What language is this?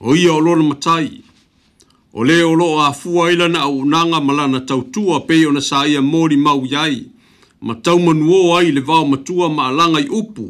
Samoan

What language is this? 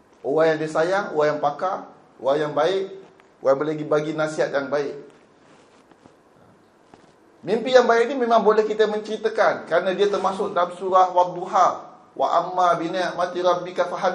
Malay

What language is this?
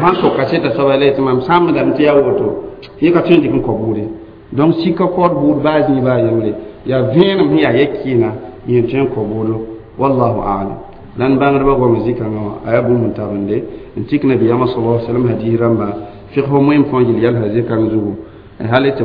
Mossi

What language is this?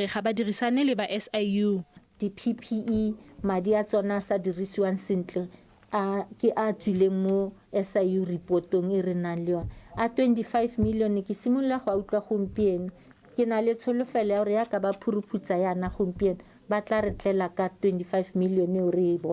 Tswana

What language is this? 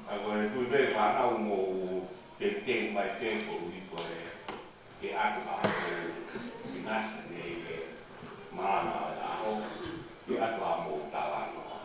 Tongan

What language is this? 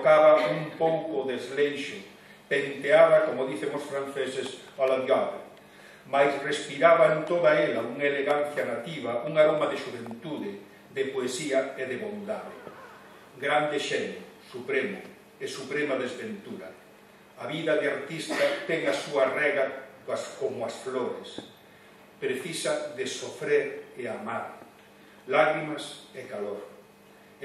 Galician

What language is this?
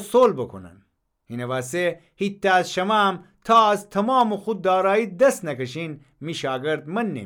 Gilaki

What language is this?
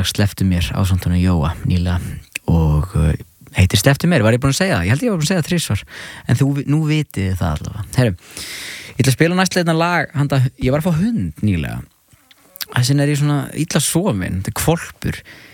Icelandic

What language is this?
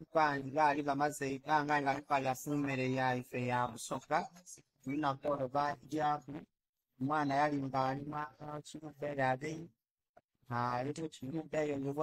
Soga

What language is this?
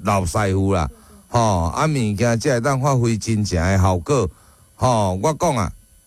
Min Nan Chinese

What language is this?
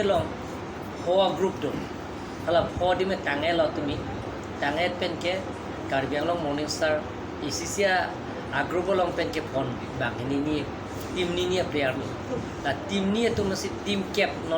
Karbi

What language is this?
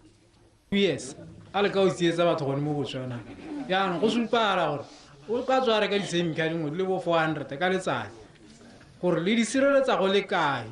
Tswana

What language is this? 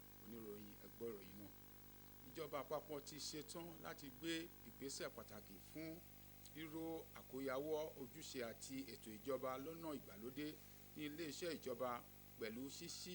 Yoruba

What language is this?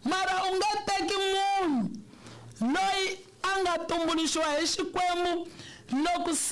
Tsonga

